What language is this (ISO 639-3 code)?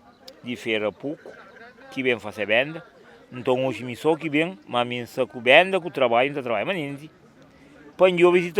kea